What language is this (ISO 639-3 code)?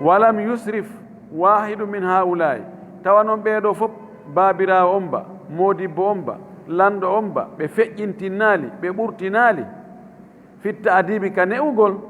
ful